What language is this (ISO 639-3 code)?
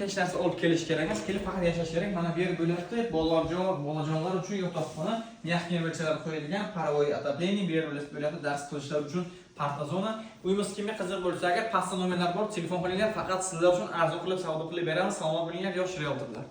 uzb